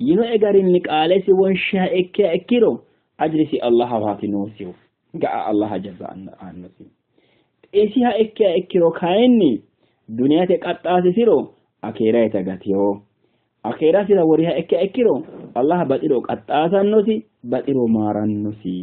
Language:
Sidamo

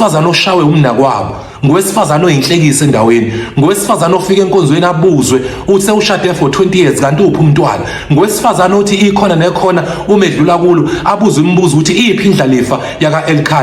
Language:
Zulu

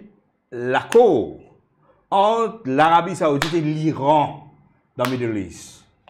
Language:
Morisyen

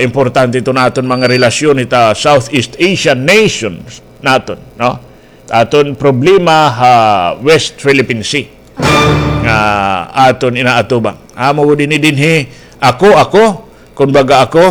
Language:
Waray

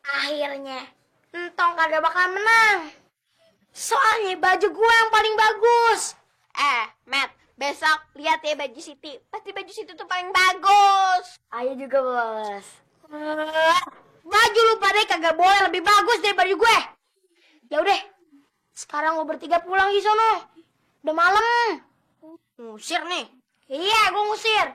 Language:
Betawi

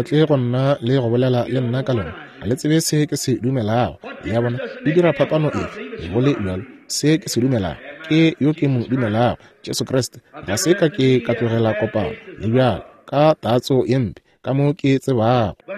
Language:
Northern Sotho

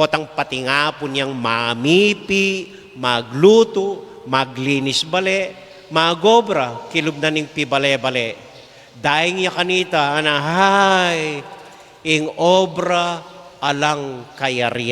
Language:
Pampanga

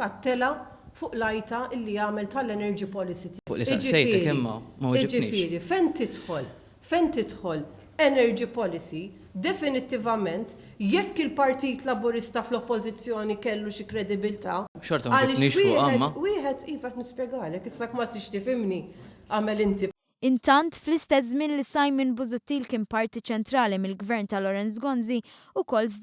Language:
Maltese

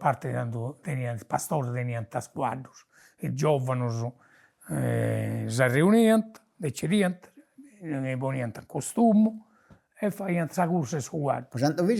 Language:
Sardinian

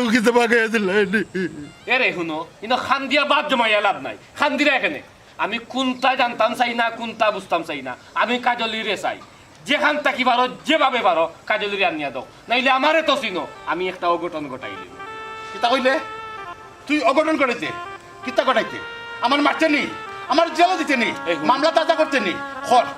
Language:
Sylheti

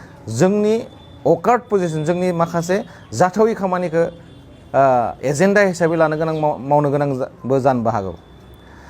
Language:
Bodo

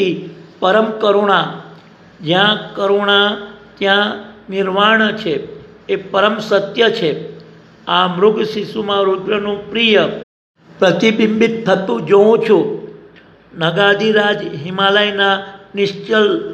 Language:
Gujarati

